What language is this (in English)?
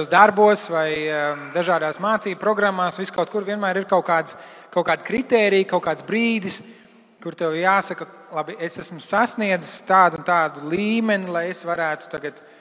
Latvian